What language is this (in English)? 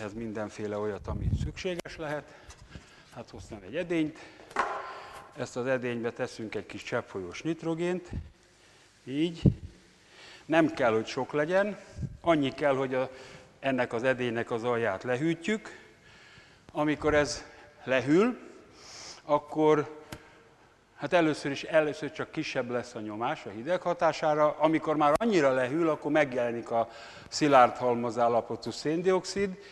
Hungarian